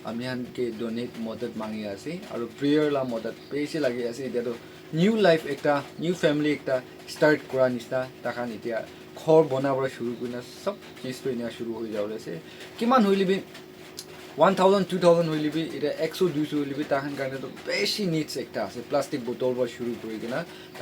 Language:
Naga Pidgin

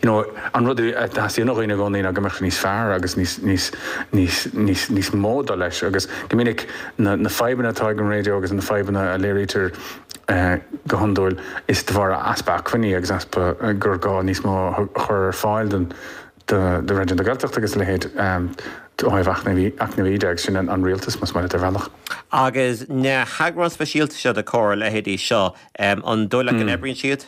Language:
Irish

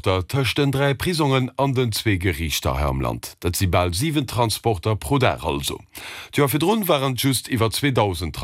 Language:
Luxembourgish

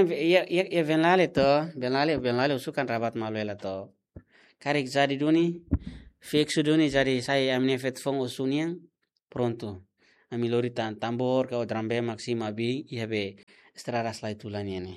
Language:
Tetum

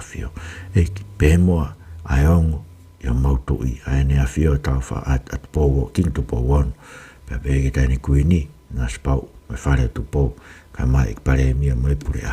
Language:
Tongan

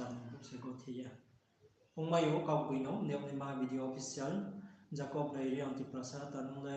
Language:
Riang (India)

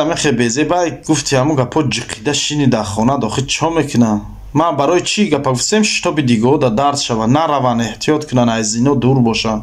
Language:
Tajik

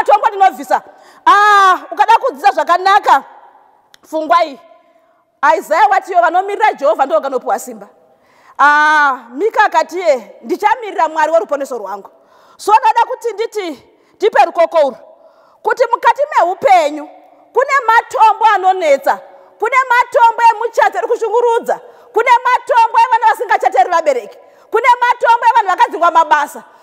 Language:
Shona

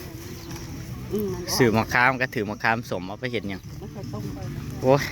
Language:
Northeastern Thai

